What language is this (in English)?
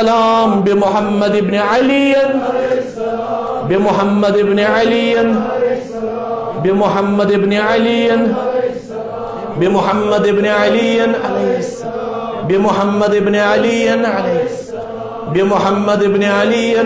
Kashmiri